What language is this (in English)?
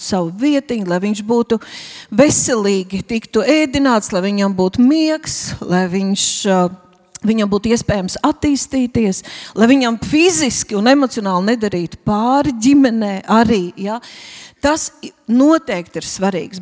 Latvian